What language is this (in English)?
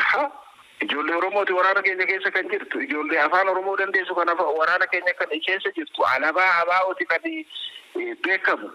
Oromo